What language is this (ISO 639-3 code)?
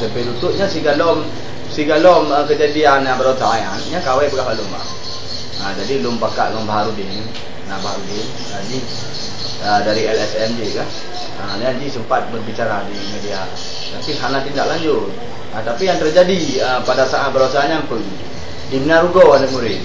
ace